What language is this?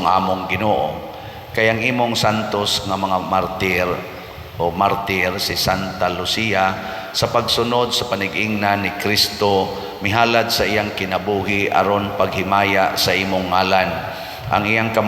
Cebuano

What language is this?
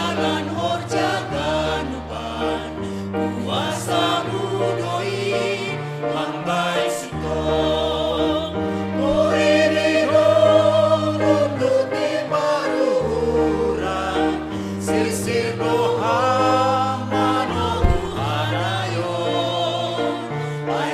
Batak Simalungun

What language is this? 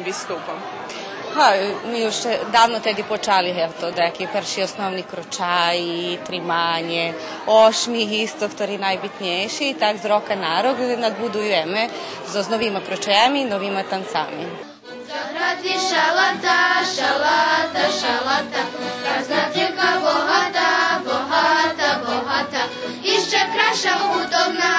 Rusyn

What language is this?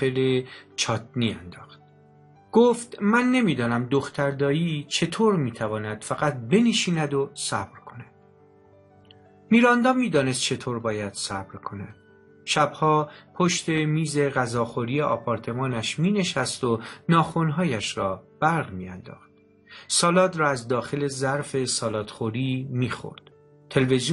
Persian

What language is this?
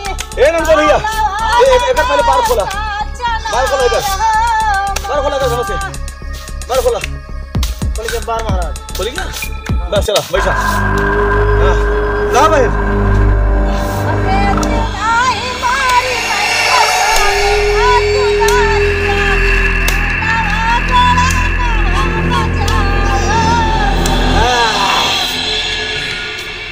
Bhojpuri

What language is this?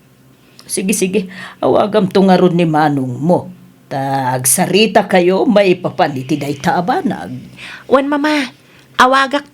Iloko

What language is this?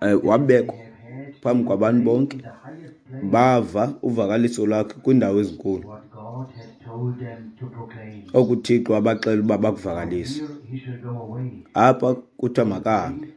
Xhosa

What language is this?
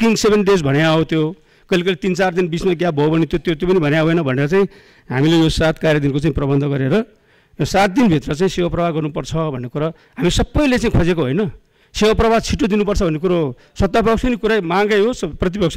Nepali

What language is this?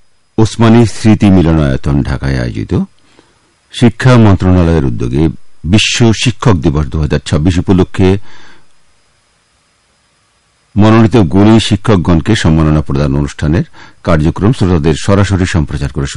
Bangla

